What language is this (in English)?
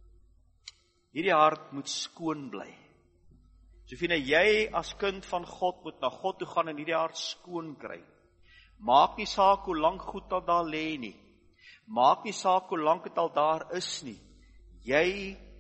Afrikaans